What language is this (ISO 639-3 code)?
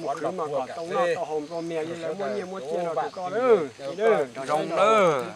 hmn